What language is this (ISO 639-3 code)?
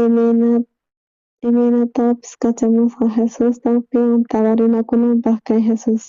quh